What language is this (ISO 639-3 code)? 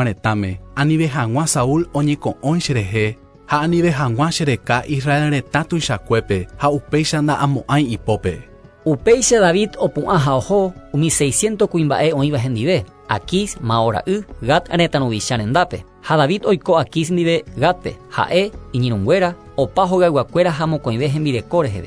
grn